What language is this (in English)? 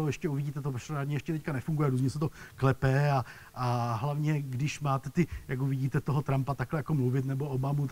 Czech